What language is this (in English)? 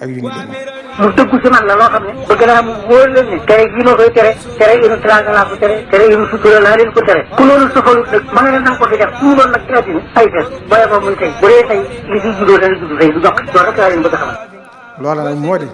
Wolof